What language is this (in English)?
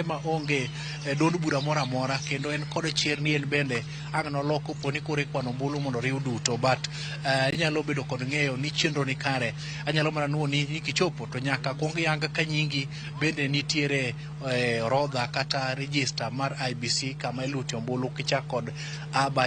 Luo (Kenya and Tanzania)